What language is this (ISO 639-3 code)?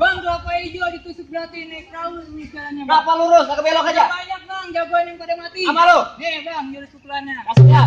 bew